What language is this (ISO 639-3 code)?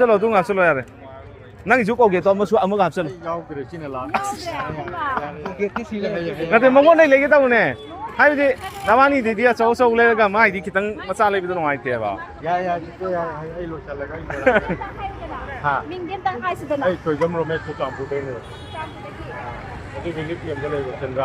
mni